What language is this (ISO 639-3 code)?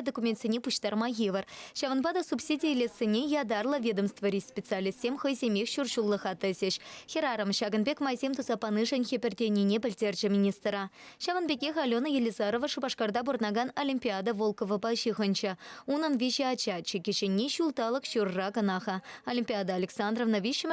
chv